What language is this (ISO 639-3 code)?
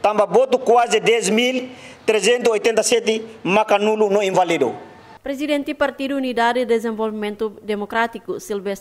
tet